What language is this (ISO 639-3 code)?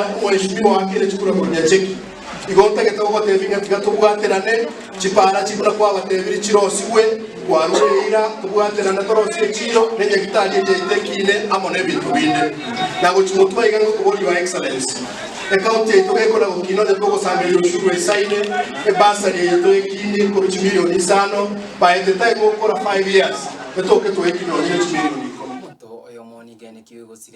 guz